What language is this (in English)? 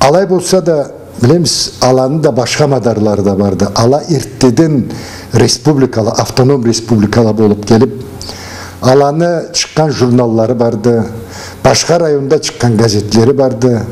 Karachay-Balkar